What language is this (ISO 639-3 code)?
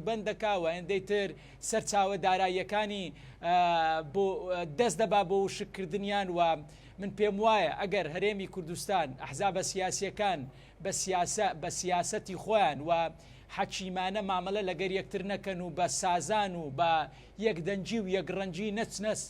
ckb